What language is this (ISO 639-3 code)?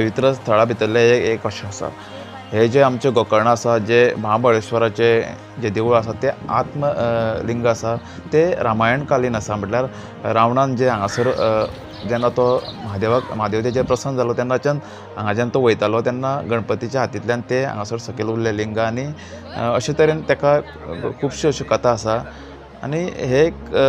kok